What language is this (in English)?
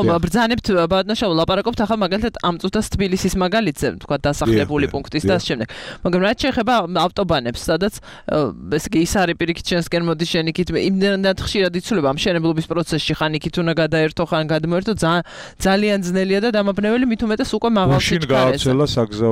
Georgian